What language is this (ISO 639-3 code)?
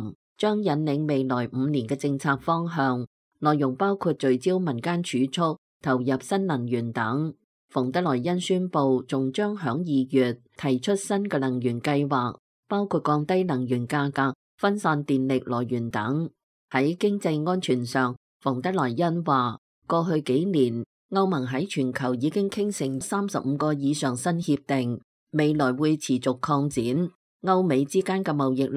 yue